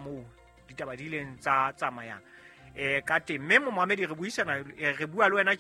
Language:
Southern Sotho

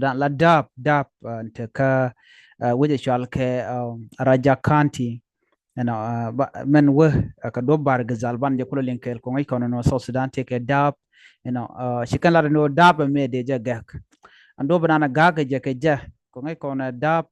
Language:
Nuer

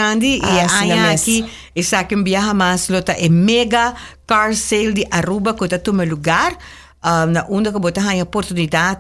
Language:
Papiamento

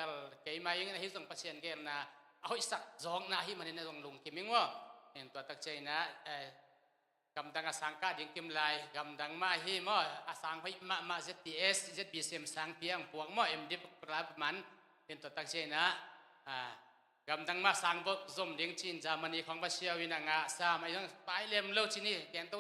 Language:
Tedim Chin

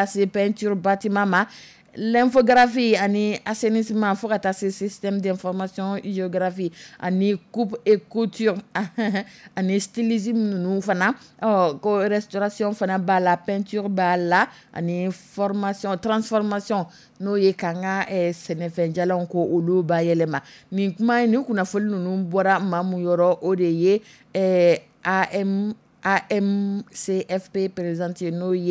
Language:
Dyula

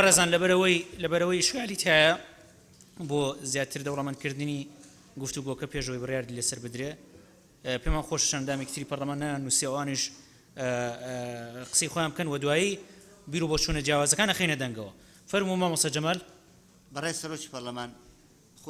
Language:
Central Kurdish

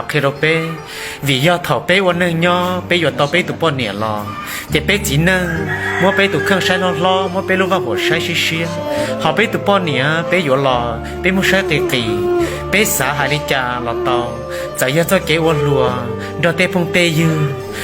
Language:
Hmong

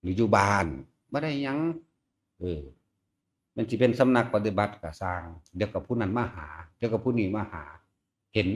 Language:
Northeastern Thai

